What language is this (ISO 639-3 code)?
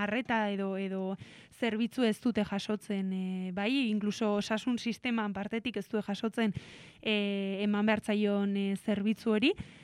eus